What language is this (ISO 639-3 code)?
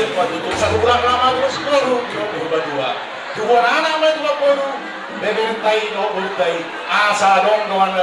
bbc